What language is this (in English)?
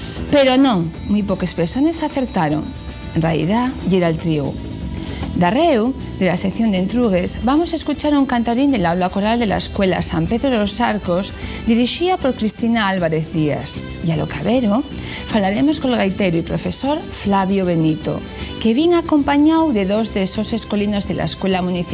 Asturian